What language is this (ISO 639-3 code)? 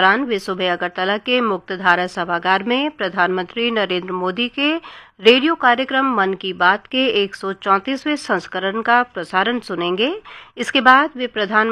hin